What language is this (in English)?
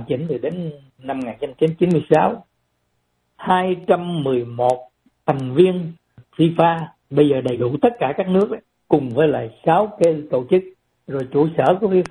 Vietnamese